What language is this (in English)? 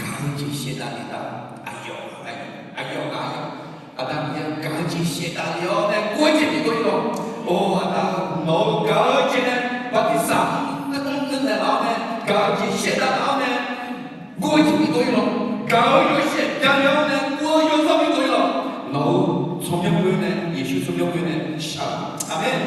Akha